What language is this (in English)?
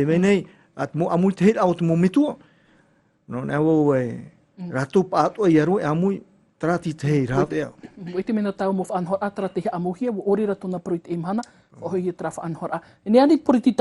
Tahitian